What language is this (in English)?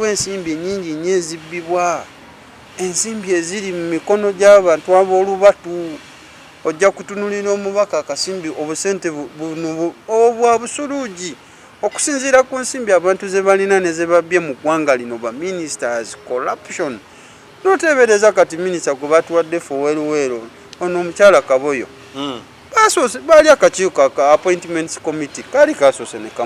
Ganda